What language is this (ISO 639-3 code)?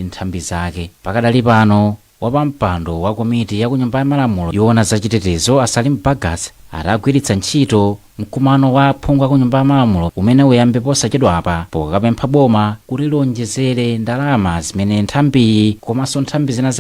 nya